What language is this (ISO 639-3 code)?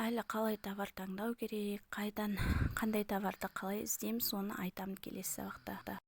kaz